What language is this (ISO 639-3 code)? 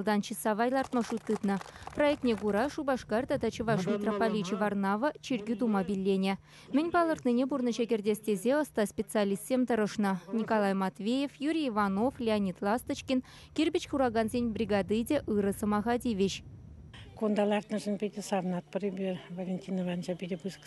chv